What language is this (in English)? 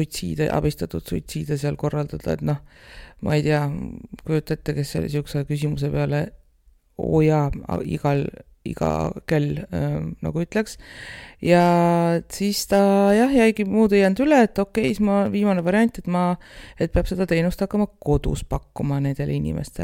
Estonian